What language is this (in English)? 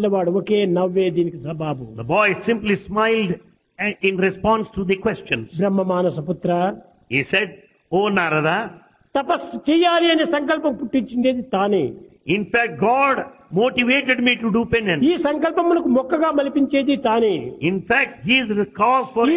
Telugu